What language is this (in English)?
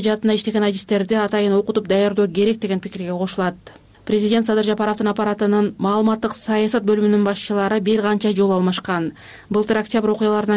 Kyrgyz